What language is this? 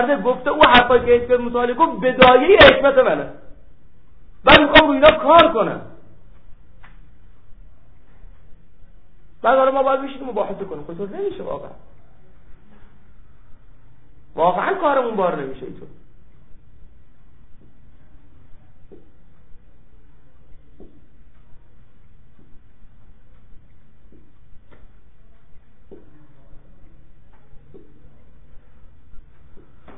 Persian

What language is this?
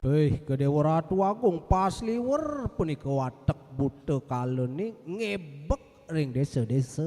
Balinese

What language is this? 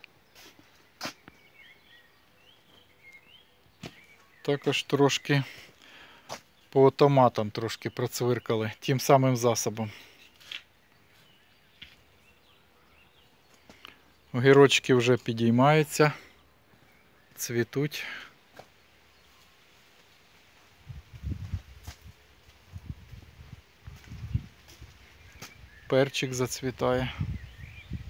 Ukrainian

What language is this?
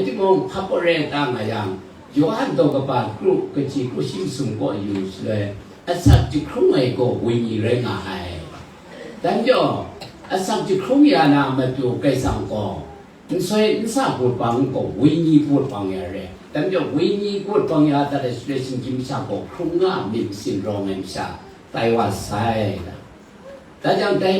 Kachin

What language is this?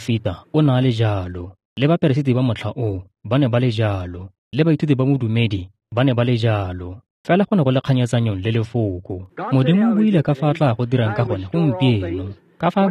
Tswana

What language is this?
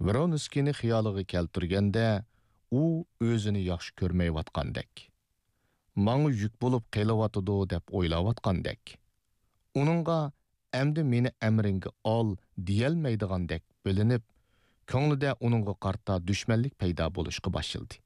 Uyghur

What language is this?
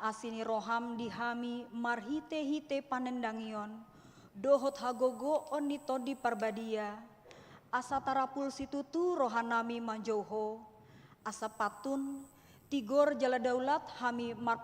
Batak Toba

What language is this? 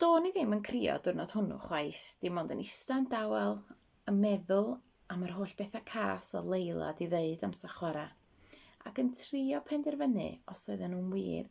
Welsh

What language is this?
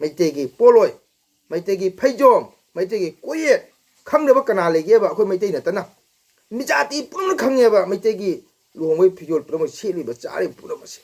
Manipuri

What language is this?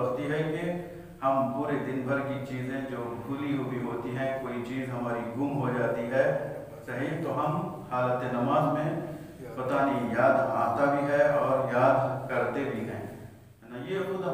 Urdu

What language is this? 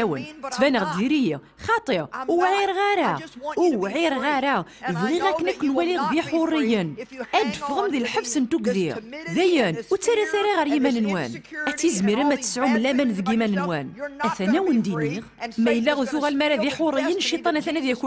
Kabyle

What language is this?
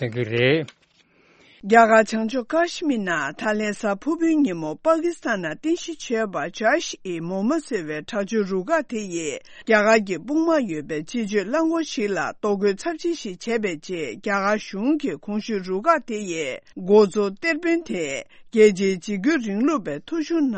Tibetan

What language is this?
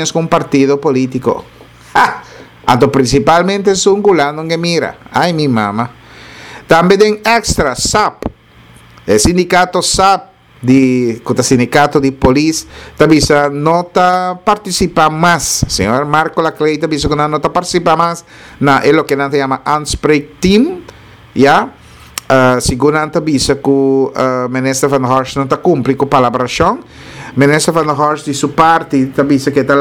Papiamento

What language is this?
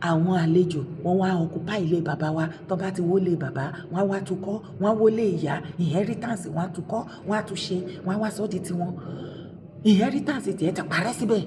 Yoruba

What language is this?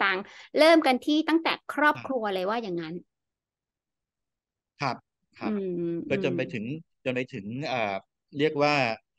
Thai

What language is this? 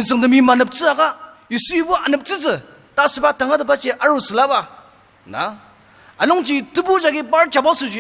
Ao Naga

